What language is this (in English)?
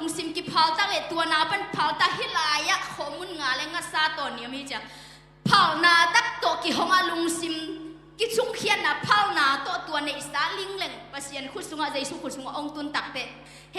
Tedim Chin